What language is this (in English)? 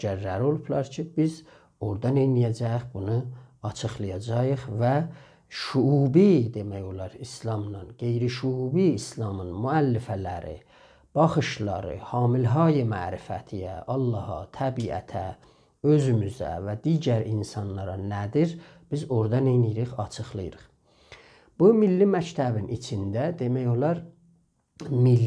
South Azerbaijani